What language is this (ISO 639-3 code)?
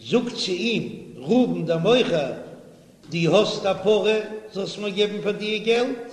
yid